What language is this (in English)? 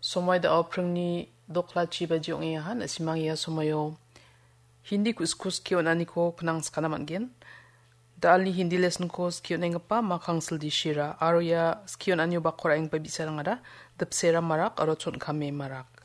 Garo